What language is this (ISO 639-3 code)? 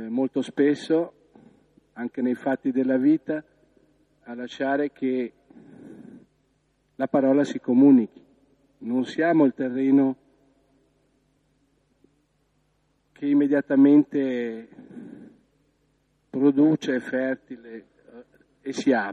ita